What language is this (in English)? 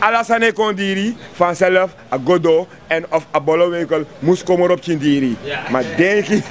Sranan Tongo